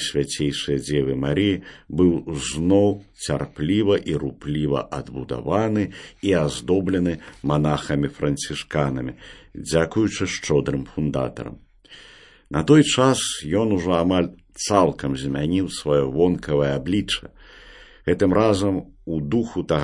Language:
Belarusian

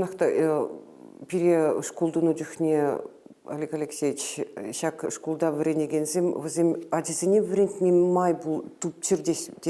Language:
Chuvash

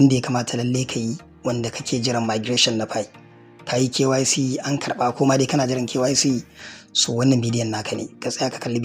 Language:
Hausa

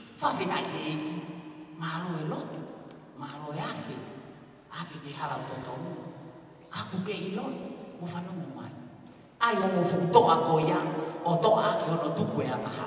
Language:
Tongan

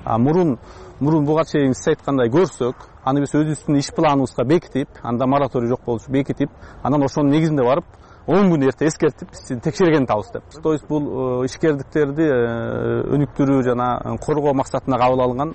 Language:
Kyrgyz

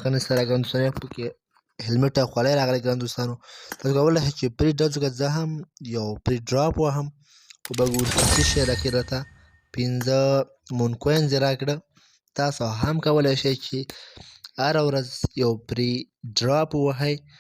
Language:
Pashto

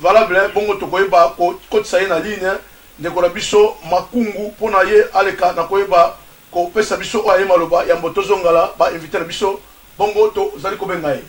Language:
Lingala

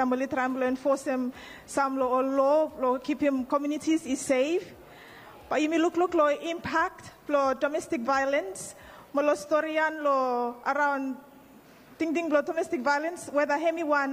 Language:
Bislama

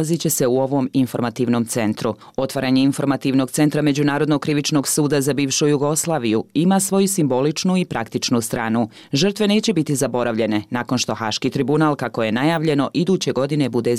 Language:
Bosnian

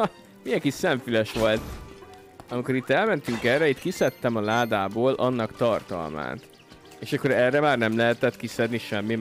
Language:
Hungarian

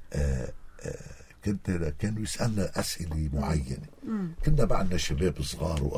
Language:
North Levantine Arabic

